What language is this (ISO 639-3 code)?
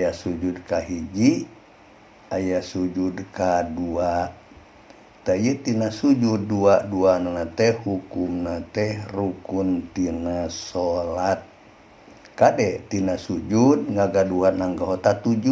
sun